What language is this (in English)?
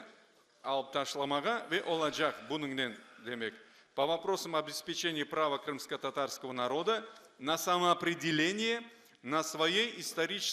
Crimean Tatar